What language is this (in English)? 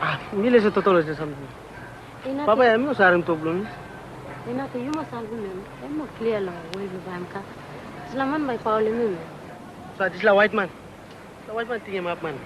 Tok Pisin